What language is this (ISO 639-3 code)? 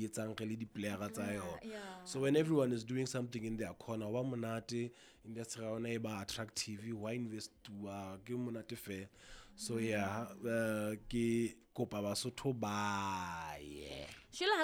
sot